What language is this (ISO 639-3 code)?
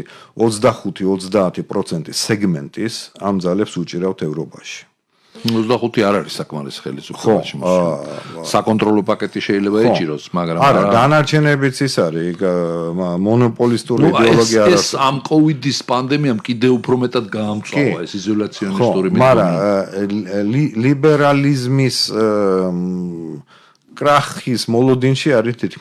kat